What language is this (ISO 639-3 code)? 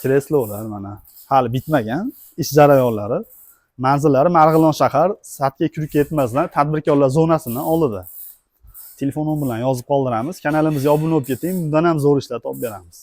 uzb